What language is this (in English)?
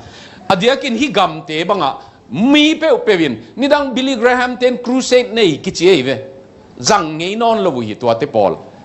Tedim Chin